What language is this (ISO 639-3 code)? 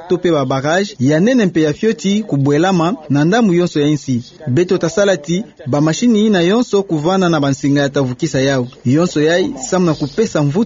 ktu